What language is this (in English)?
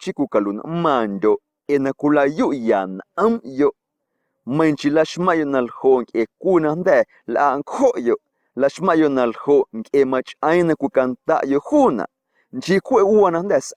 Guerrero Amuzgo